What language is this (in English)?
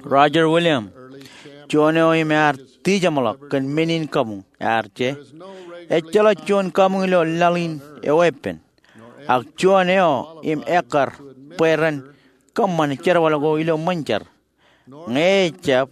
Marshallese